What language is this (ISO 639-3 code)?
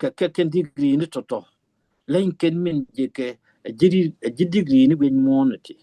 nus